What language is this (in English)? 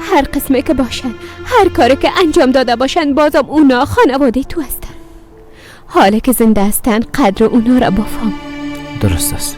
Persian